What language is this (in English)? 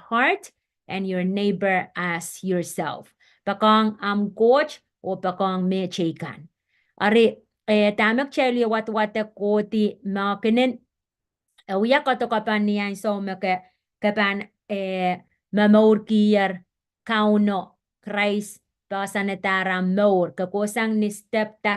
Pohnpeian